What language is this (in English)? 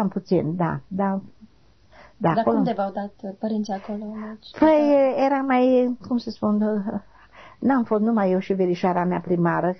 Romanian